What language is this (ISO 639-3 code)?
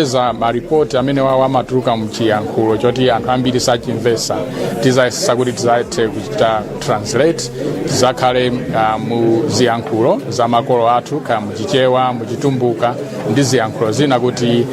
nya